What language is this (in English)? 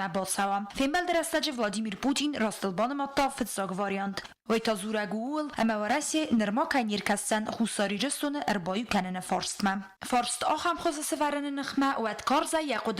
Ossetic